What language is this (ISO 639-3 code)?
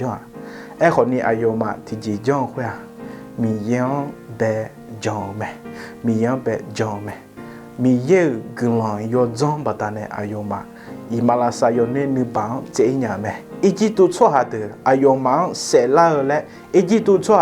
ahk